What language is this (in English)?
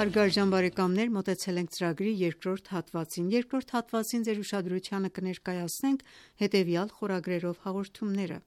Armenian